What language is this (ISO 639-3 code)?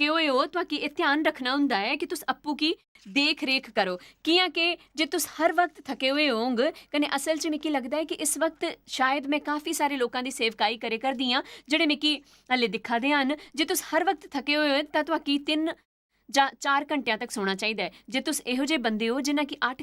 doi